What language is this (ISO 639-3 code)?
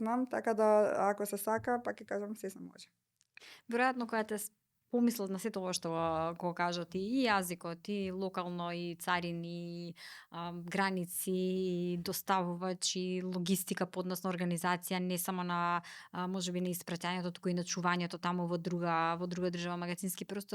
mkd